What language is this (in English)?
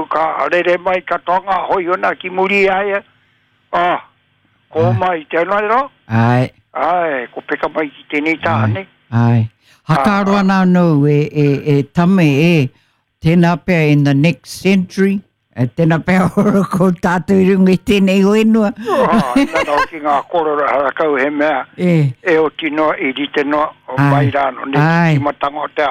Māori